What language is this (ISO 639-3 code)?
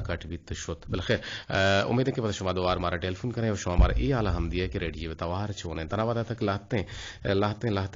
bgp